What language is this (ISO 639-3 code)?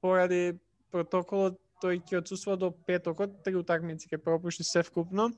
mkd